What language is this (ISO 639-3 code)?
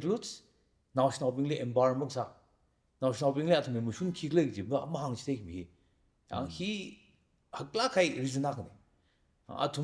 nmf